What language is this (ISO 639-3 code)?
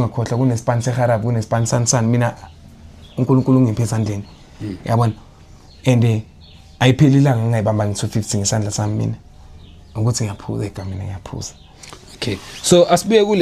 zul